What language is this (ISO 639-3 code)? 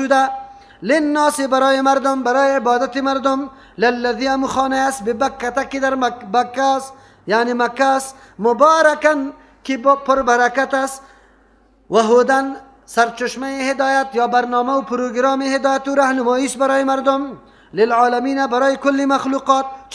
fas